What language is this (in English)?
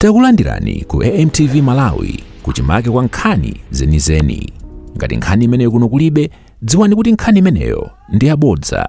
Nyanja